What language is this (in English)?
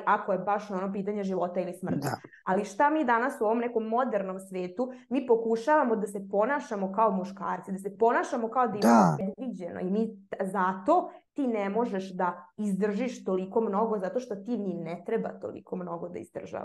Serbian